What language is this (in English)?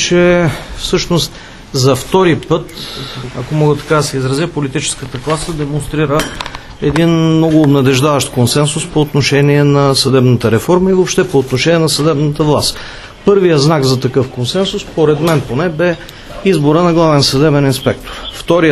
Bulgarian